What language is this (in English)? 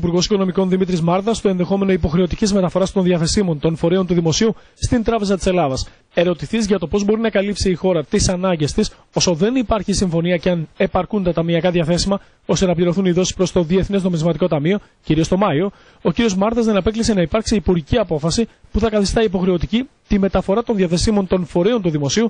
Greek